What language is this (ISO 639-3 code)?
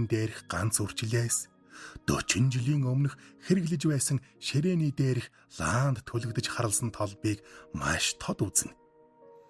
mon